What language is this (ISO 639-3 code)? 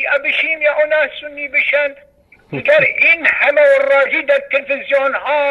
fas